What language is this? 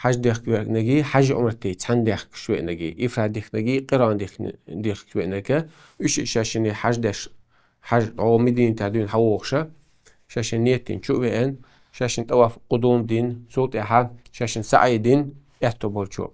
Chechen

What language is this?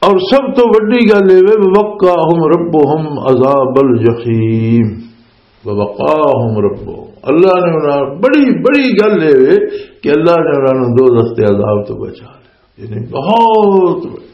Western Panjabi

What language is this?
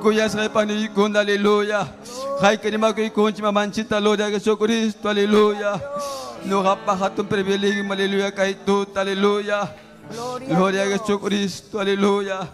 Ayacucho Quechua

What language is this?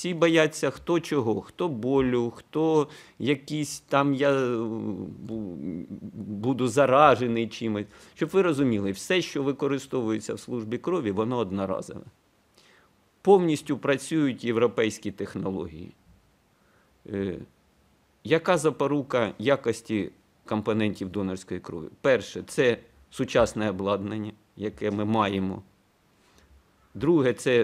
Ukrainian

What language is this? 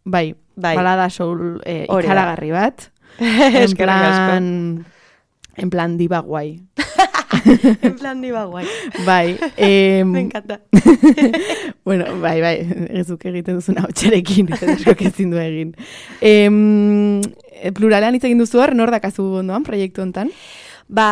Basque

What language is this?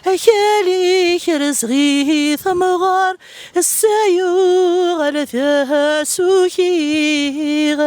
Kabyle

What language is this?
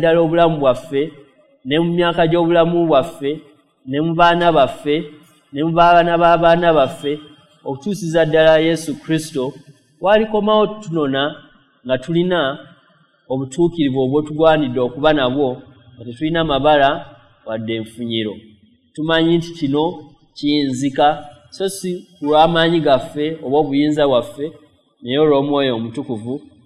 Ganda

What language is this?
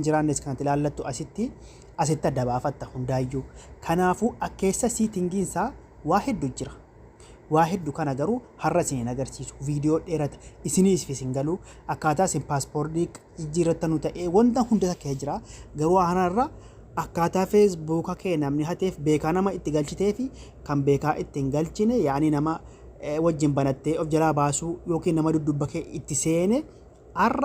Oromo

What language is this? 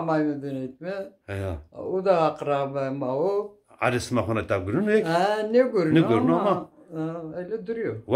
Zaza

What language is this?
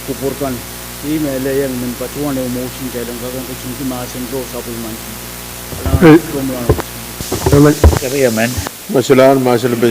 Pohnpeian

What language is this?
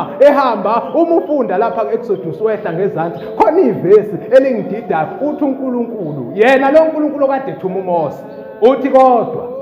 Zulu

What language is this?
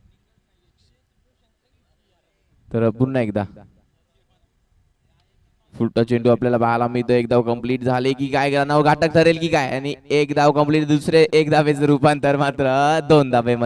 Marathi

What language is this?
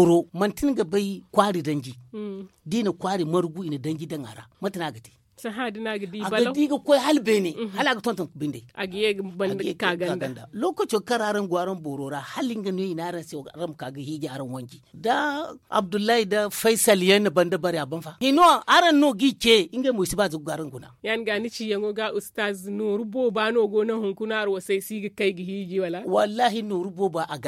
Zarma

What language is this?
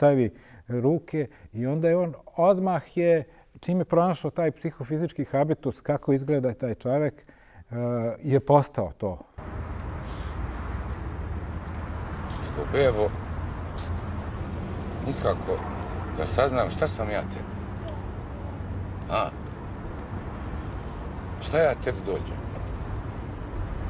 Serbian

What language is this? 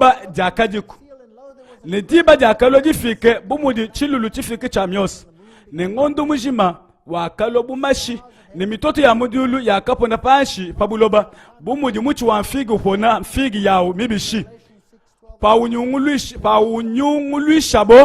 Luba-Lulua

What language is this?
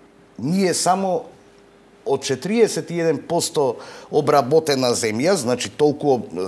Macedonian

